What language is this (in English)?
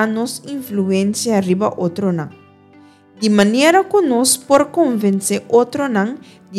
Papiamento